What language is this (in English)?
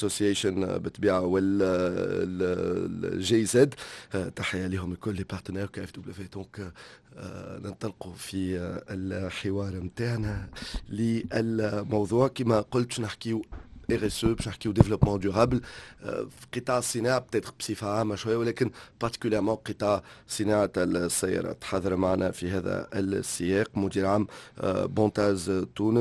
Tunisian Arabic